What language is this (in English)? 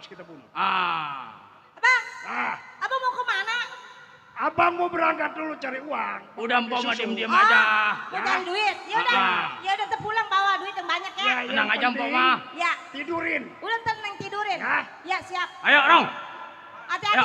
Betawi